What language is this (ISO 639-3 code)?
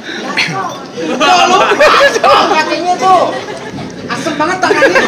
bew